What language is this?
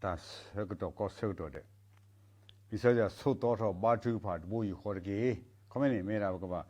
S'gaw Karen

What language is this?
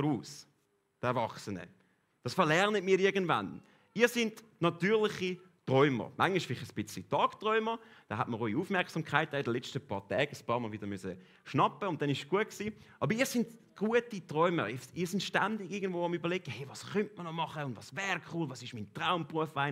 Swiss German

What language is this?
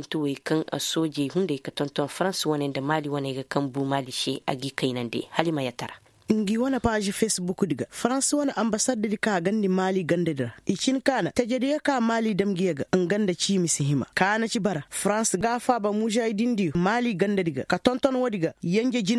Koyraboro Senni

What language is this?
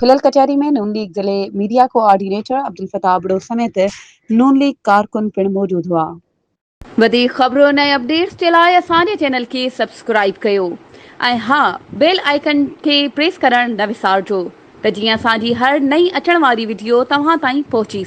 Sindhi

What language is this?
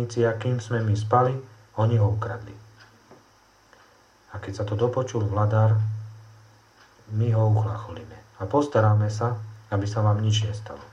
Slovak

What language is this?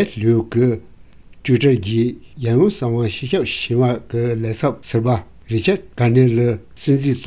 Tibetan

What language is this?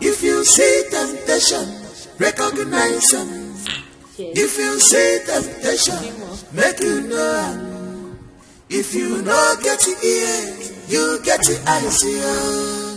Nigerian Pidgin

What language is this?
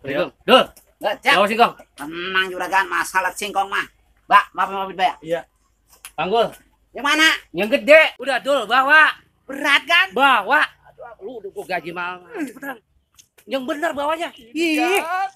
Betawi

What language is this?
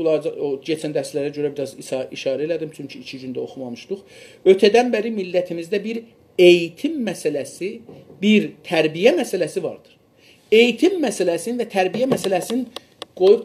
South Azerbaijani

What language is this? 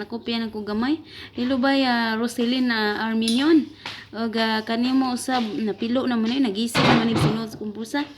Cebuano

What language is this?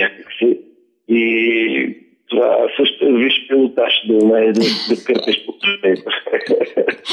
Bulgarian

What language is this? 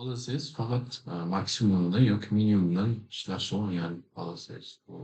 Uzbek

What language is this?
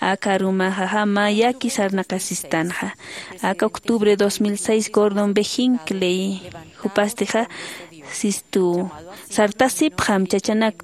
Aymara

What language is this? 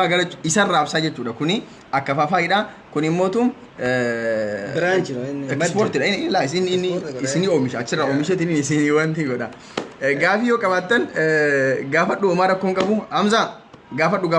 Oromo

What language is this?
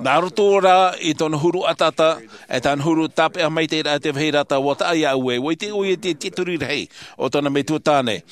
Tahitian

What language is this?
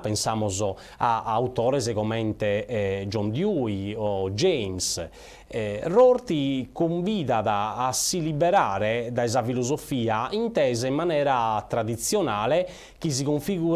Sardinian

